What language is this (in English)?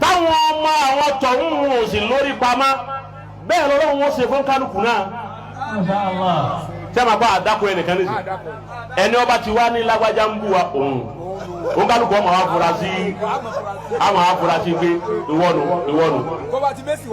Yoruba